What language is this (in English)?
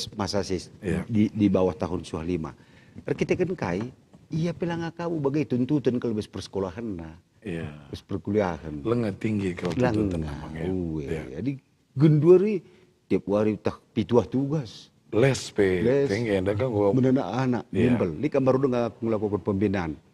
Batak Karo